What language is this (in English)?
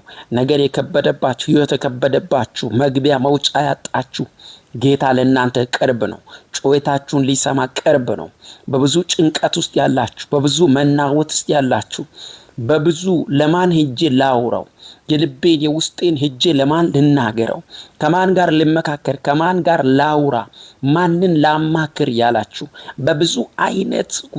Amharic